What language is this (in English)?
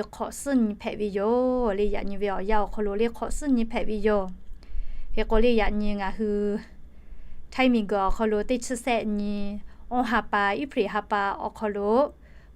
Lahu